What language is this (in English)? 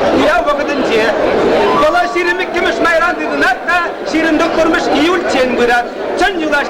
Chuvash